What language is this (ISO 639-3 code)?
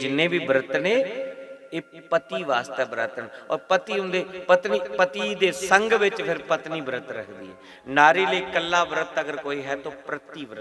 doi